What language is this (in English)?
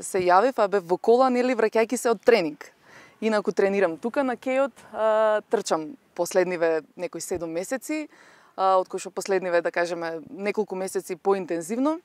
Macedonian